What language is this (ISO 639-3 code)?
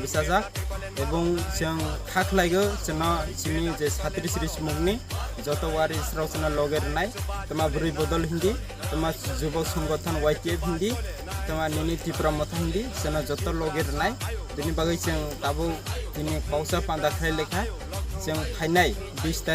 trp